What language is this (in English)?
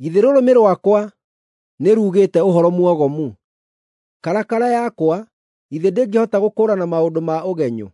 Kikuyu